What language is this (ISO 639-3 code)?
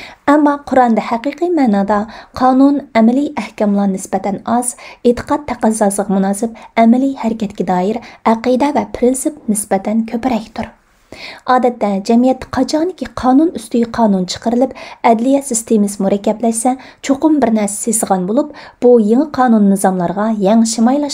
uig